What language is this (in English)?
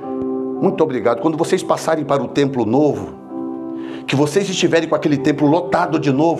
Portuguese